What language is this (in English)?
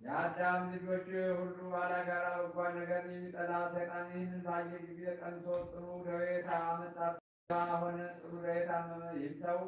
Amharic